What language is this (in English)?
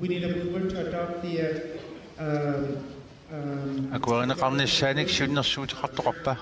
Kalaallisut